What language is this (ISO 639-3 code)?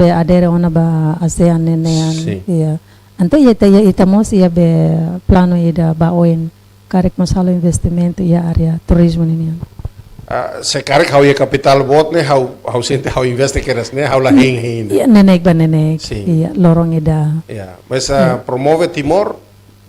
tet